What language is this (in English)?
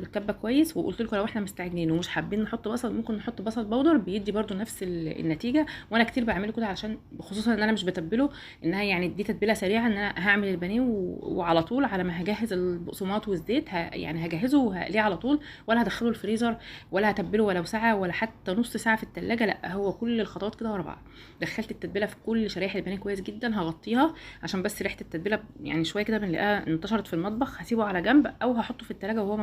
Egyptian Arabic